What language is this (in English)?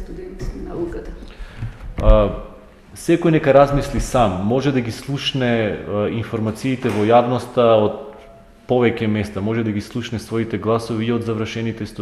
Macedonian